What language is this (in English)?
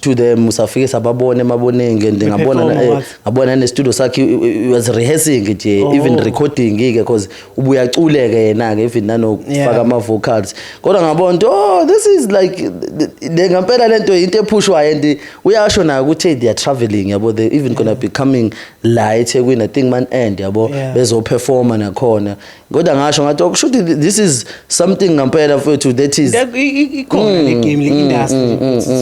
Zulu